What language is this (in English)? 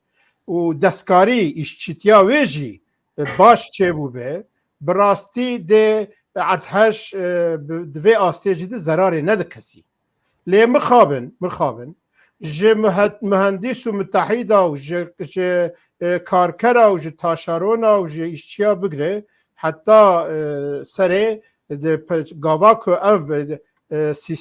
Kurdish